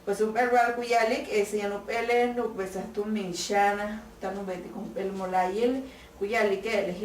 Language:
Yucateco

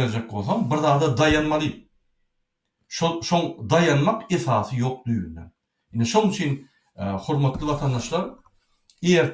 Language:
Turkmen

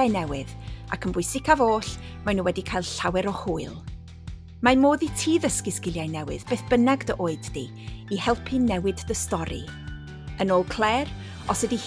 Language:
Welsh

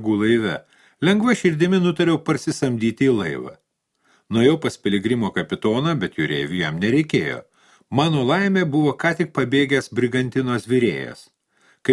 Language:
Lithuanian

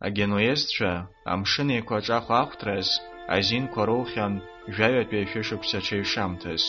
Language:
Abkhazian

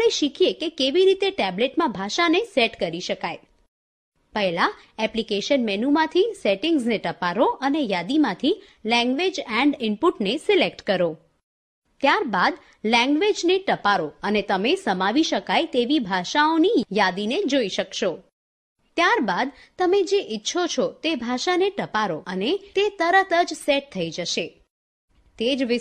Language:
Gujarati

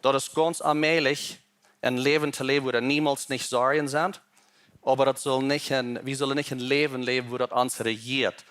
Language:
Plautdietsch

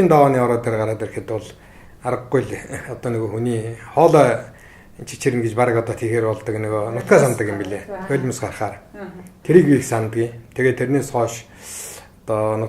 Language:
Mongolian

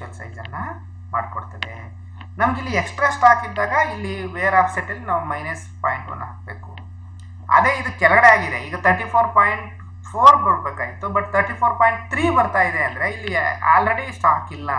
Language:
Kannada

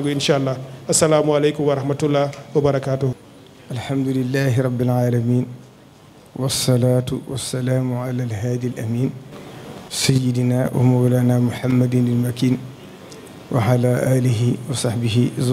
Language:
Wolof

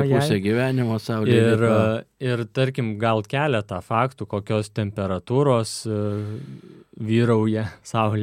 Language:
Lithuanian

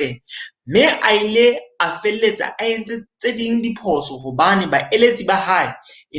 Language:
Southern Sotho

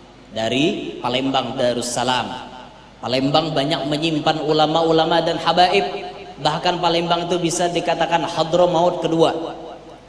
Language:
Banjar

